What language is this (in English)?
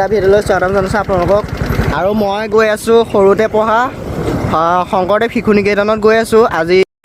Assamese